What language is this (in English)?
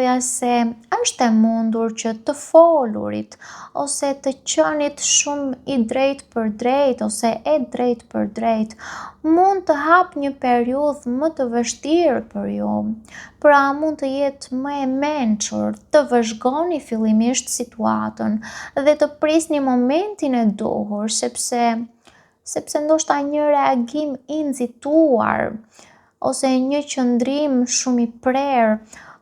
Albanian